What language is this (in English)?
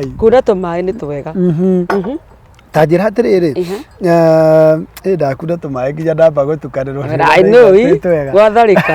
Kikuyu